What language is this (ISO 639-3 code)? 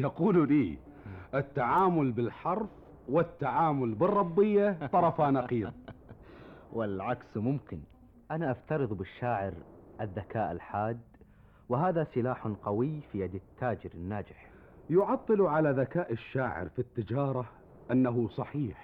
afb